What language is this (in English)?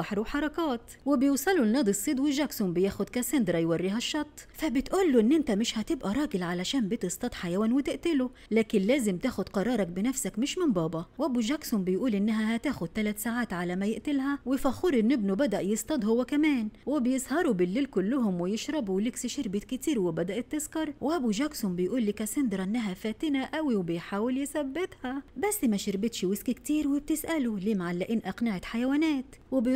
Egyptian Arabic